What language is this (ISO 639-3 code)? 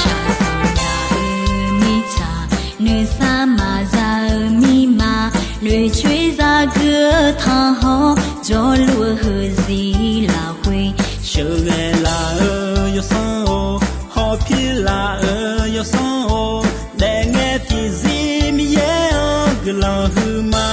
ahk